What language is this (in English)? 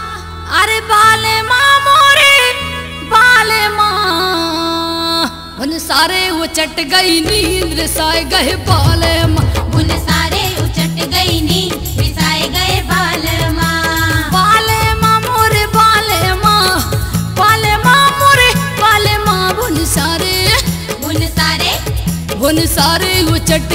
Bundeli